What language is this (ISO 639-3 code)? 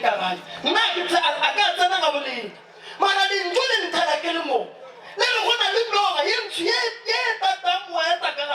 nso